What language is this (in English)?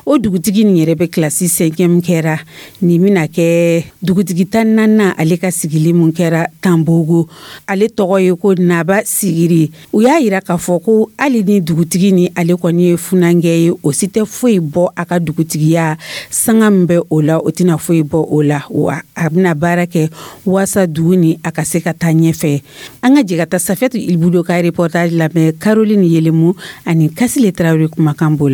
Dyula